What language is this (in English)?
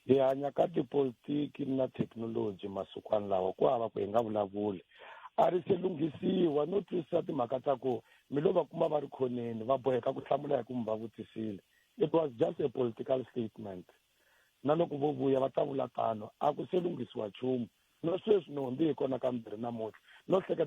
Tsonga